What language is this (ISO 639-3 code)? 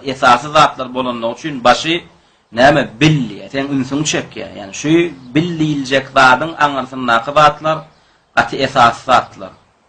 tuk